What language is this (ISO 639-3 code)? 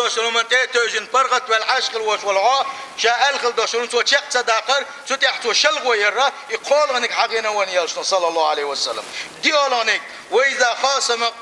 che